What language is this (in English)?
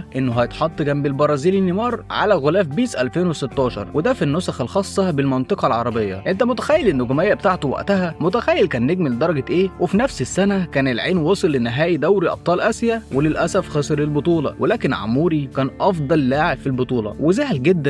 Egyptian Arabic